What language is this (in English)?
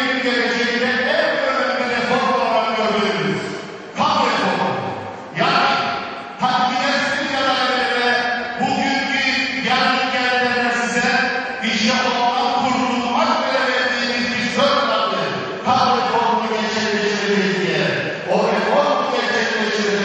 Turkish